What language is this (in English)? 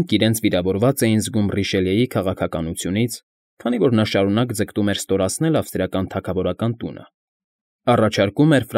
Armenian